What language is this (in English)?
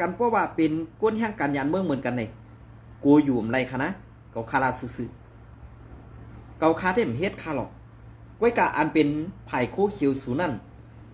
Shan